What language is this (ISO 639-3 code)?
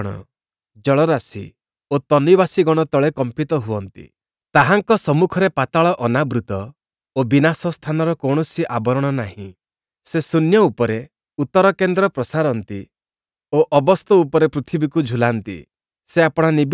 ori